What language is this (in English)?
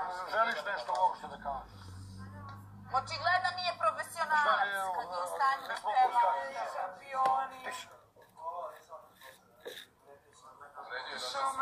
Serbian